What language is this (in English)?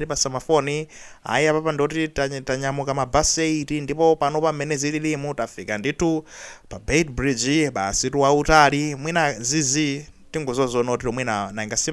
Nyanja